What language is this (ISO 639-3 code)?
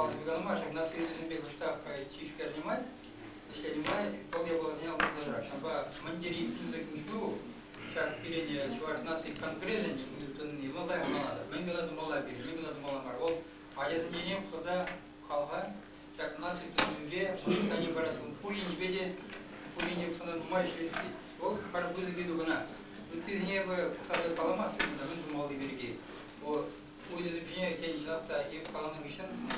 chv